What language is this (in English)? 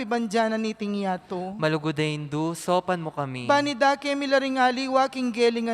Pampanga